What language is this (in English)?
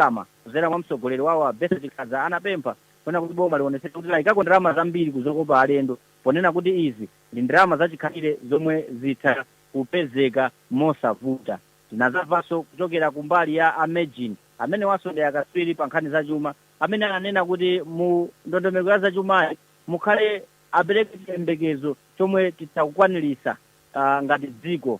Nyanja